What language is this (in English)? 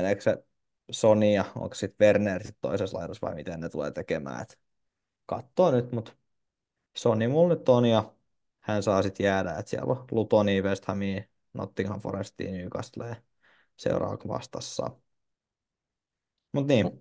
Finnish